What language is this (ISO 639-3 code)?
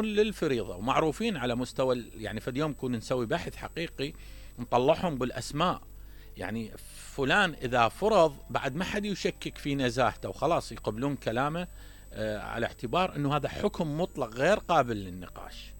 acm